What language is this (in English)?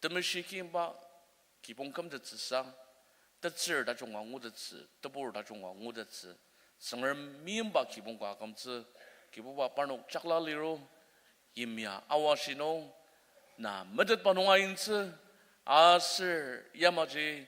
Ao Naga